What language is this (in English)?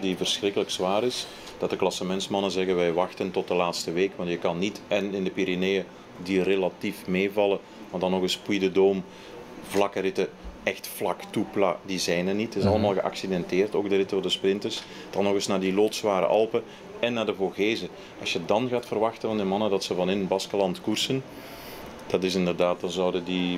Dutch